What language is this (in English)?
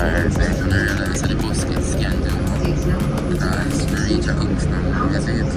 Jamaican Creole English